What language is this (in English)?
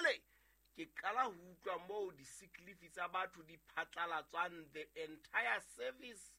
Southern Sotho